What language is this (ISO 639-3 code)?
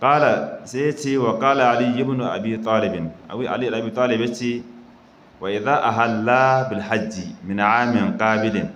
hau